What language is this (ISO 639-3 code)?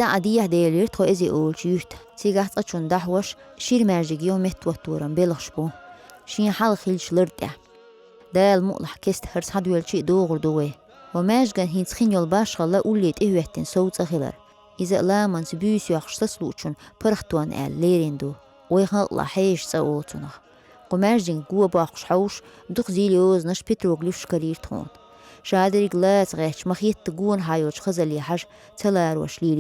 che